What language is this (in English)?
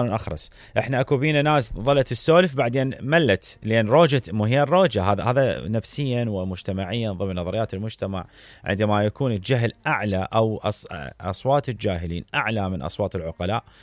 Mesopotamian Arabic